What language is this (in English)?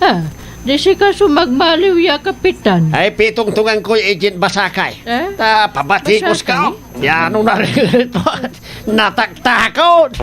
Pangasinan